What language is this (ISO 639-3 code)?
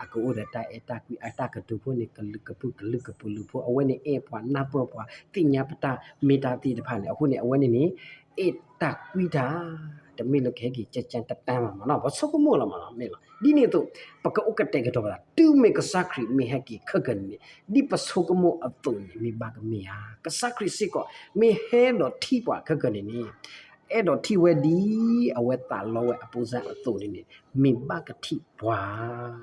ksw